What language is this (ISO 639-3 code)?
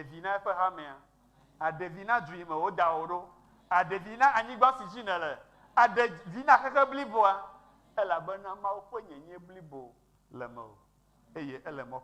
ewe